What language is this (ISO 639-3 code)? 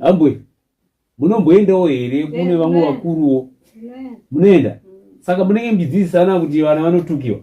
sna